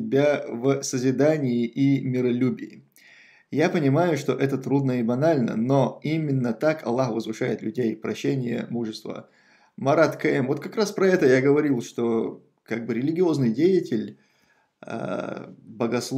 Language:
Russian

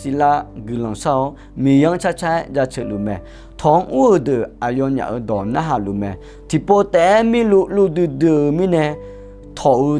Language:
Akha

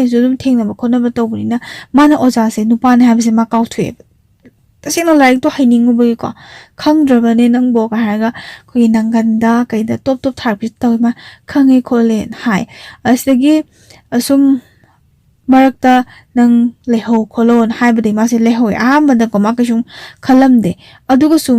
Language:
Manipuri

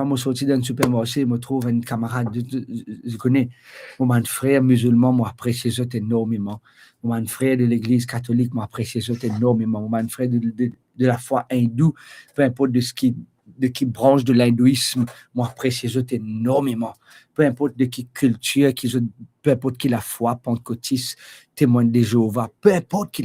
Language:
Morisyen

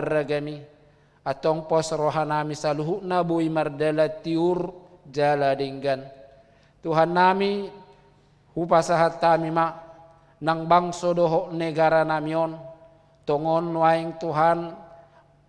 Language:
Batak Toba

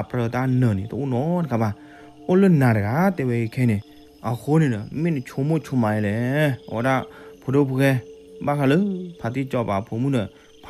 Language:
S'gaw Karen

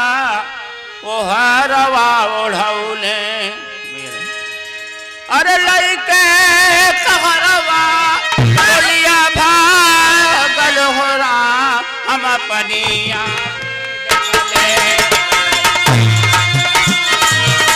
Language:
Bhojpuri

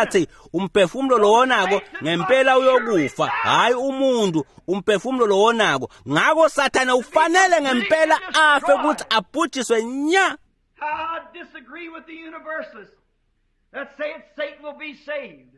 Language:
Swati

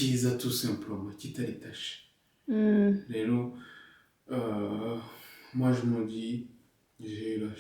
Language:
Kinyarwanda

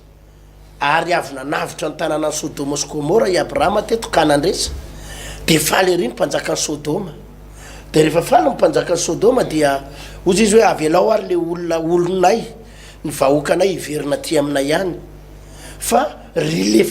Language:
Malagasy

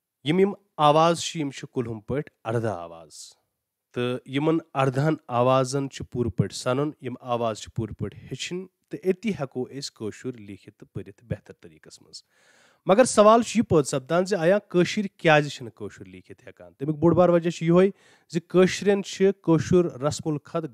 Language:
Kashmiri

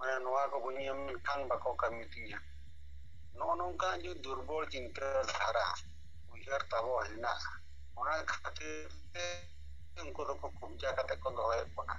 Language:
Santali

